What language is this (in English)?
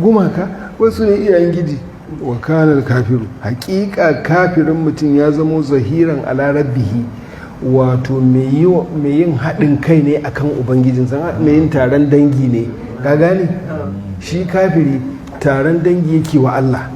Hausa